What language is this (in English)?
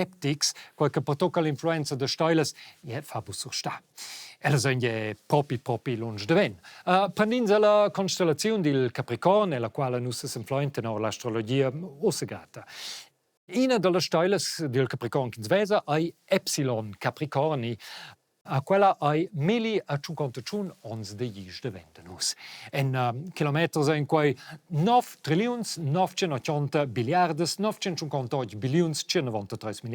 Romansh